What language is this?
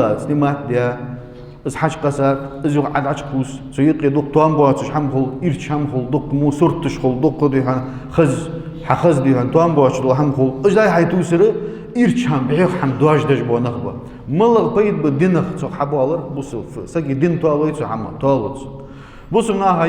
Ingush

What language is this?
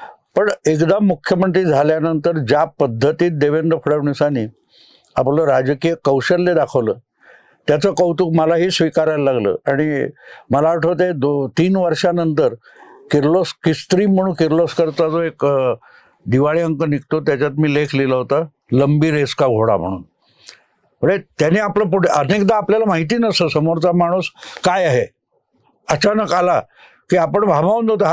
Marathi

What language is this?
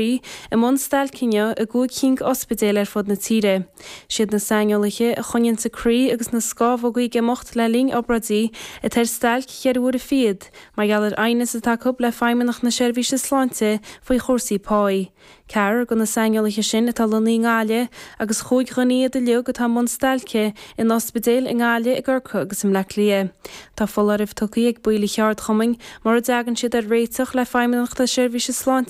Irish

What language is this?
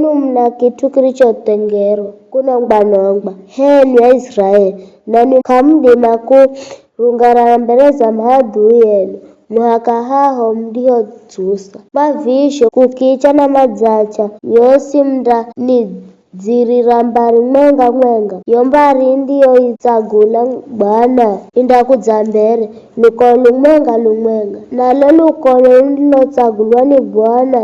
Giryama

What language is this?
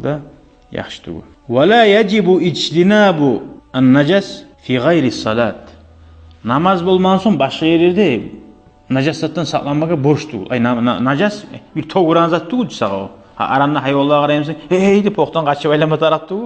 Kumyk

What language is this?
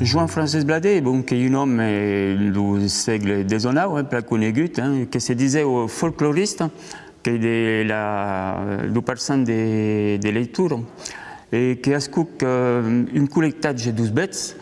Occitan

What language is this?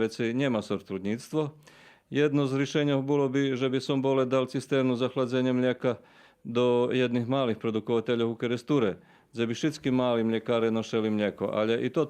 Rusyn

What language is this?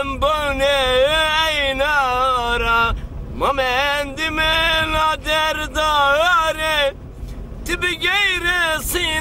Zaza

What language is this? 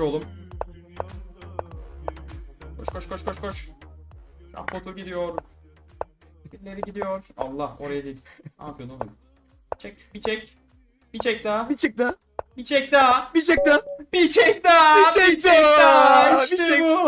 Turkish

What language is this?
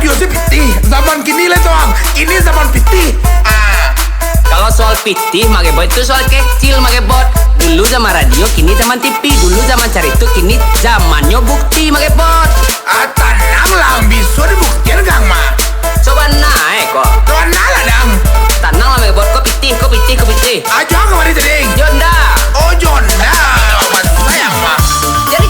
Minangkabau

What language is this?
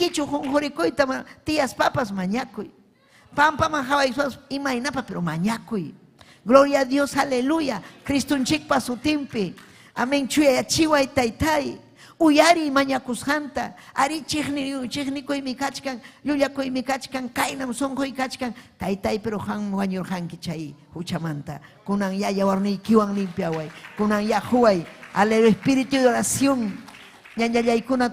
Ayacucho Quechua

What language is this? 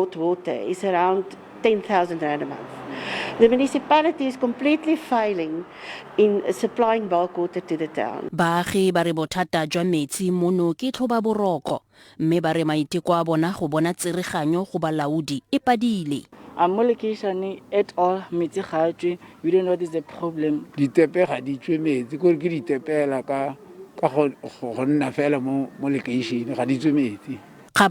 Tswana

